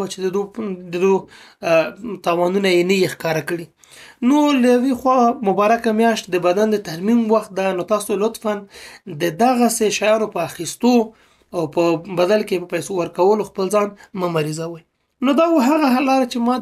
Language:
Pashto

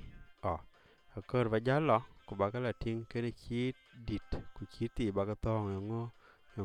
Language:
Dinka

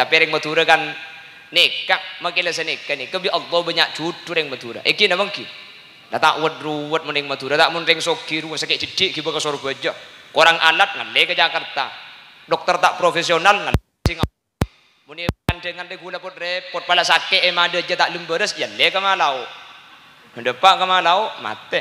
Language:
Madurese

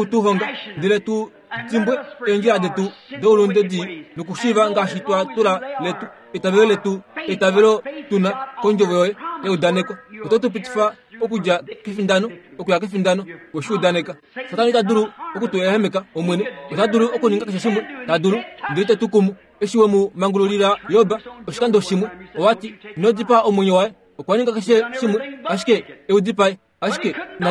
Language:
Kuanyama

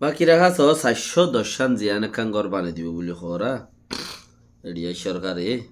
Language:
Rohingya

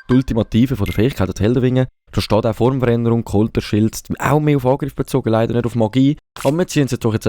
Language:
Swiss German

